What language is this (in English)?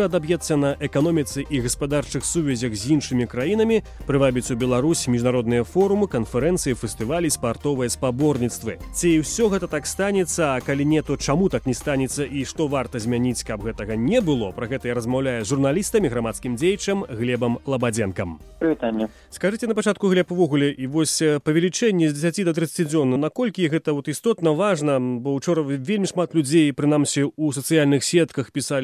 Belarusian